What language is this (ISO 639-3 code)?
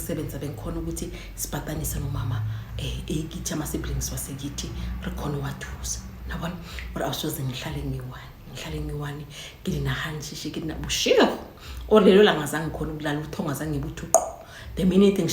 zul